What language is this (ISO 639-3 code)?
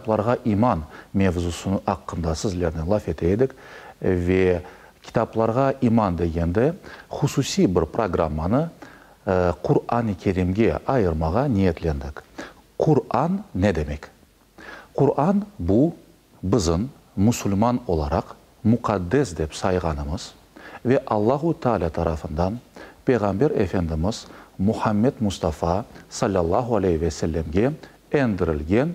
crh